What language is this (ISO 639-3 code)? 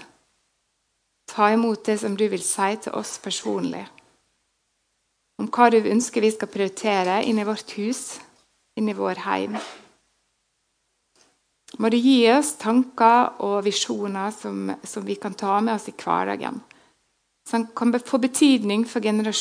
nor